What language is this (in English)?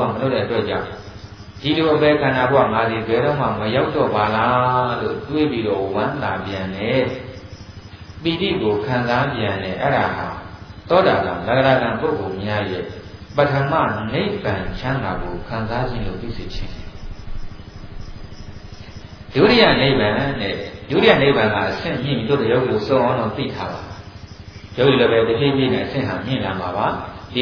Burmese